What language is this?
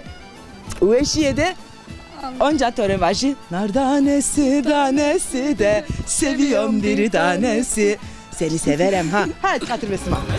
Zaza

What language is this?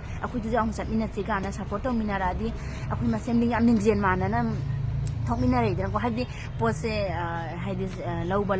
Manipuri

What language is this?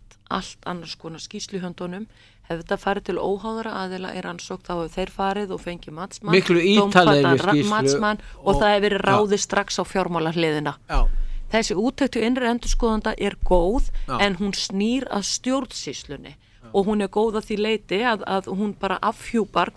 Icelandic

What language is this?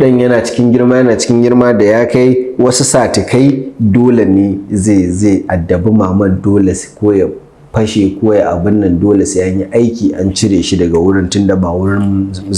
Hausa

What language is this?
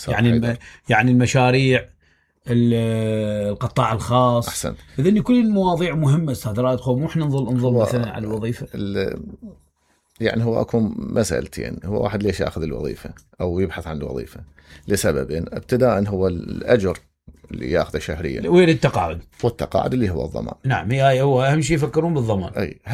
Mesopotamian Arabic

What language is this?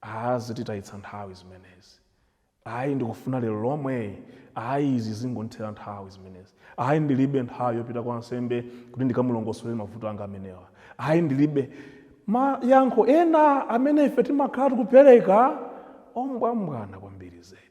Nyanja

